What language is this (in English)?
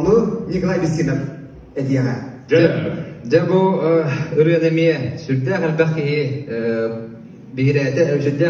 Yakut